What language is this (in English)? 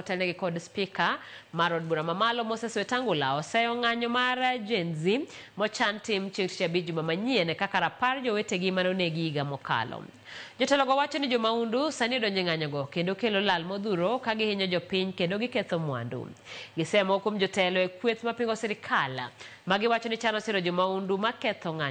Luo (Kenya and Tanzania)